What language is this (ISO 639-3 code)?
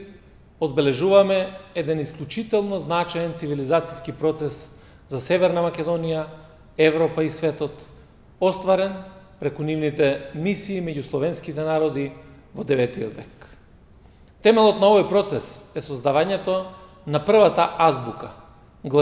mkd